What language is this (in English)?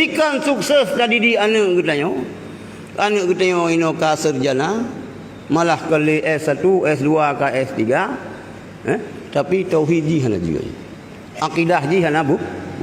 Achinese